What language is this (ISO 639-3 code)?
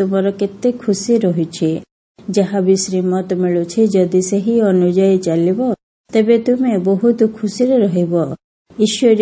ori